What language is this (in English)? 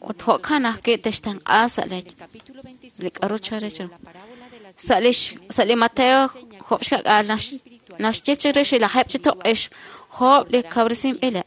Kekchí